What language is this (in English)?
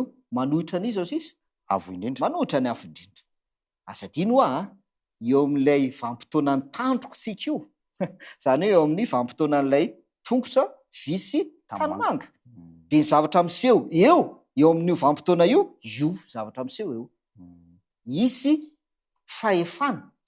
Malagasy